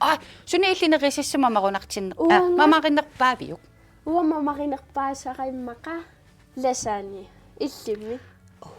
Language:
Kalaallisut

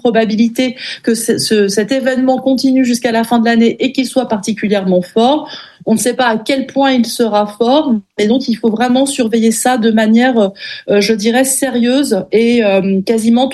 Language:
French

